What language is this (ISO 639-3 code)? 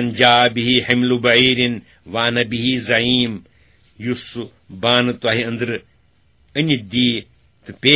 kas